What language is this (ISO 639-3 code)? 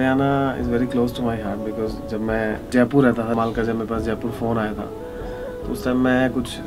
hin